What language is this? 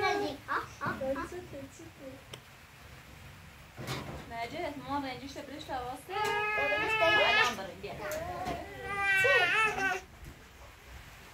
Persian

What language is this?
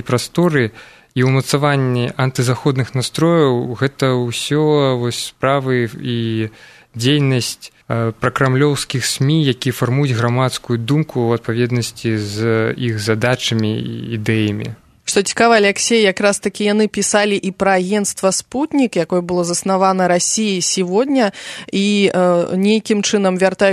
Belarusian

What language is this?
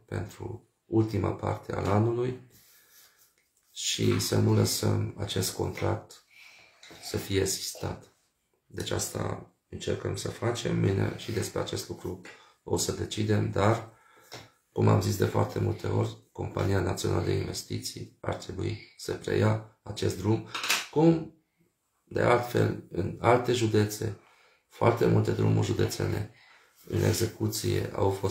Romanian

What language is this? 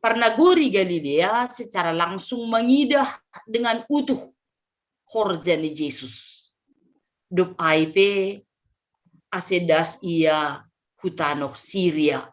Batak Simalungun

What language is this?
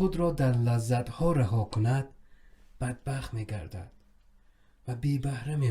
Tajik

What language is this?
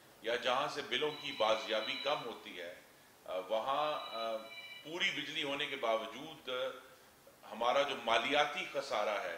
Urdu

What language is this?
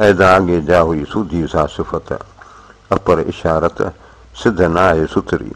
Sindhi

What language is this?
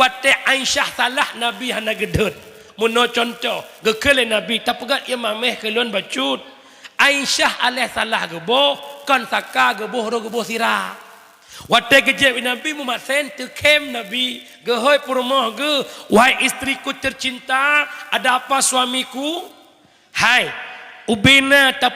Achinese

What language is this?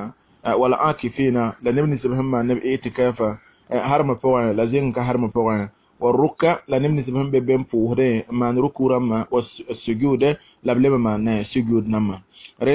Mossi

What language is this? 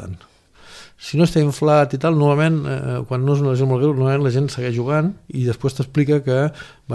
Catalan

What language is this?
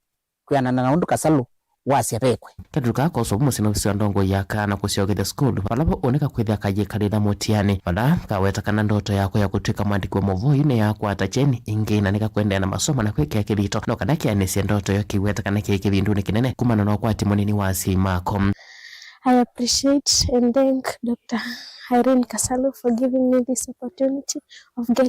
Kamba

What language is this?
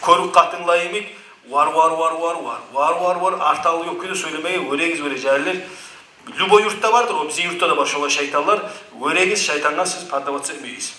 Kumyk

